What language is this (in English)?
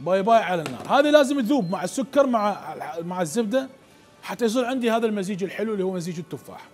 Mesopotamian Arabic